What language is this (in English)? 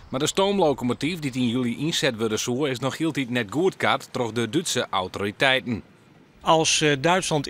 Western Frisian